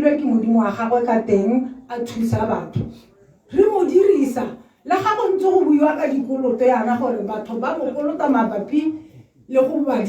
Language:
Tswana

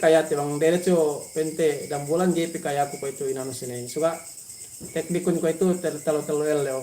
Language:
Yakan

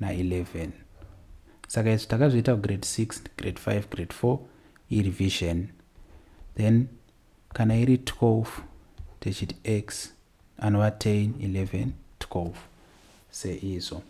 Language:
Shona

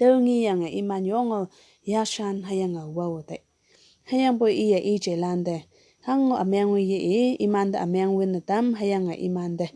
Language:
Konyak Naga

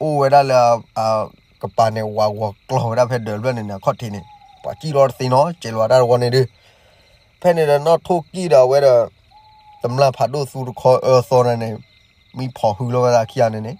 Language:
S'gaw Karen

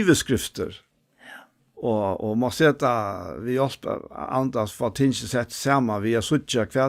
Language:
Faroese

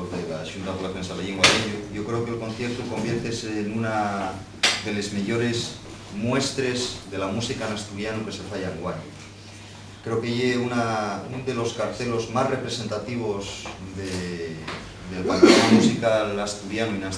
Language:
Asturian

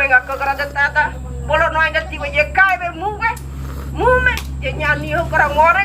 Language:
Ngäbere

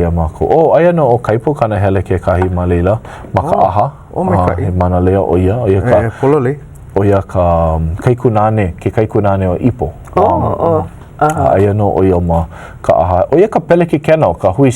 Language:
Hawaiian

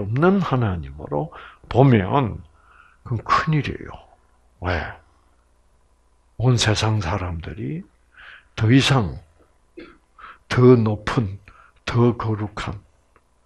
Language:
Korean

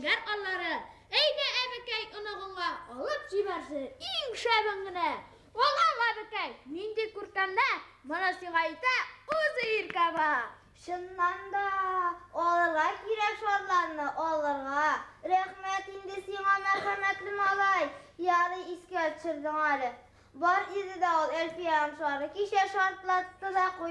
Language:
Bashkir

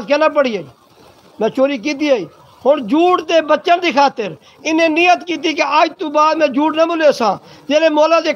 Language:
Saraiki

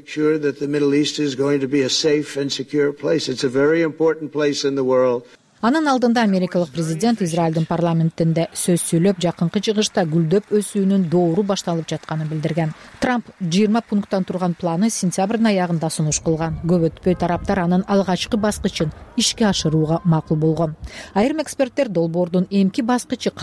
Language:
Kyrgyz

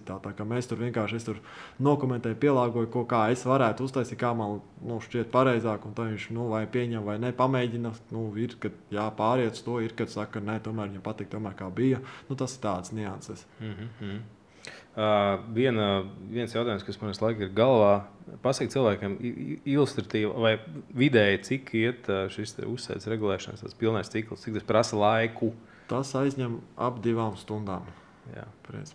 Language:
Latvian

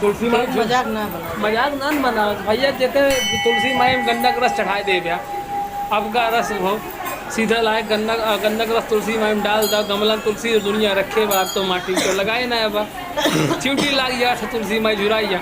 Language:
Awadhi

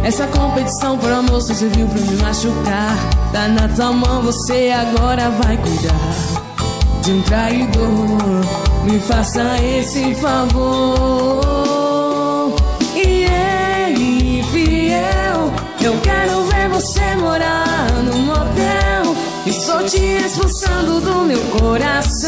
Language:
Portuguese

